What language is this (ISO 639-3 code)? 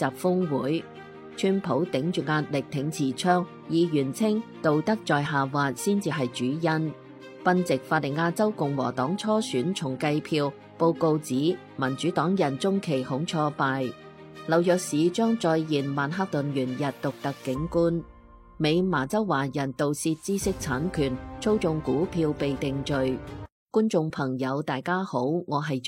yue